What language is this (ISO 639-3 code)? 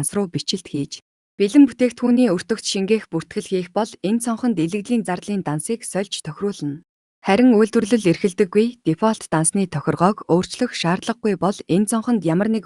mon